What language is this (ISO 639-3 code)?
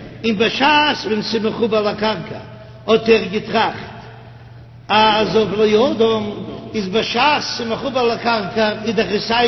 yid